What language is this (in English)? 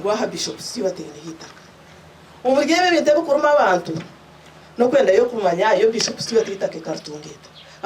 Nyankole